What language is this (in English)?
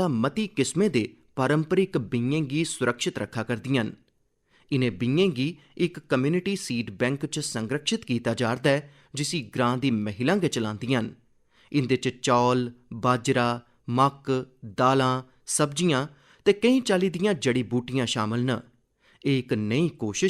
Dogri